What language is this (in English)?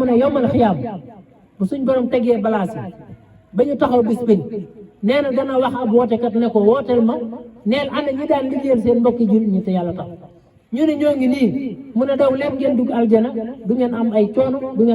Wolof